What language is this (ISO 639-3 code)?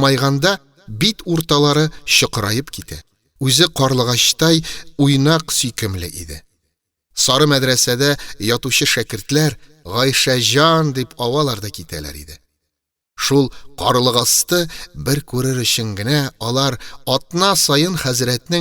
tat